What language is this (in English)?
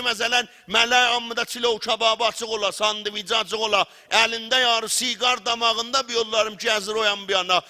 South Azerbaijani